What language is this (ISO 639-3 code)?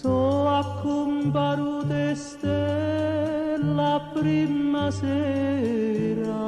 nap